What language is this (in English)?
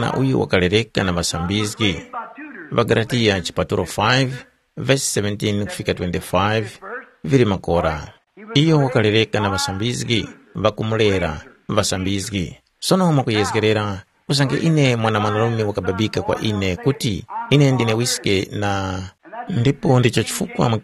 Tumbuka